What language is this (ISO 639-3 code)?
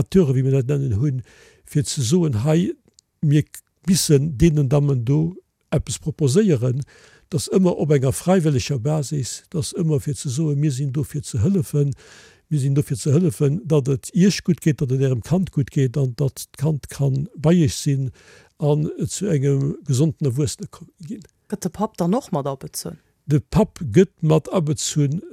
ltz